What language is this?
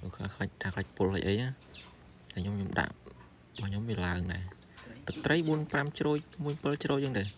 Khmer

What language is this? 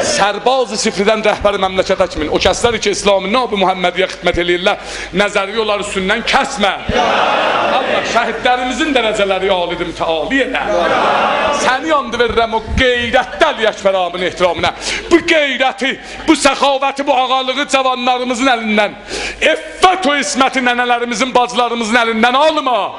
South Azerbaijani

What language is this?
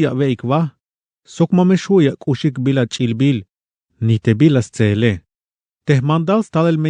Tzeltal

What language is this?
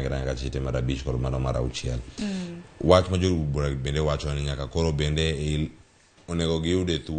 Luo (Kenya and Tanzania)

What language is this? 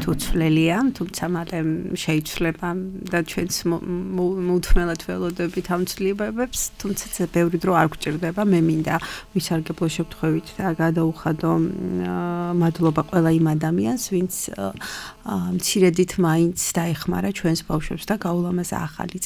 Georgian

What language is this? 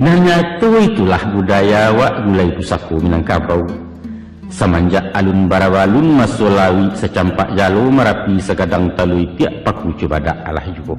Minangkabau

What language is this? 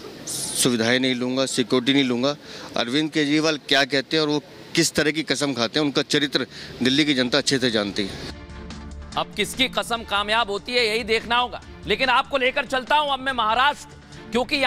Hindi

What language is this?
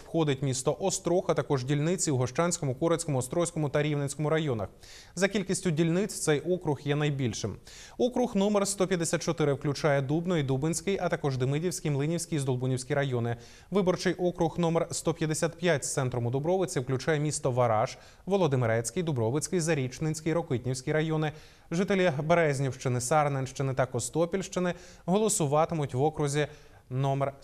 Ukrainian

